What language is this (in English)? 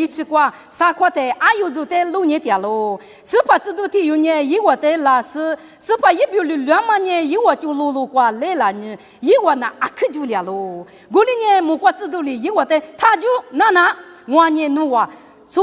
Lisu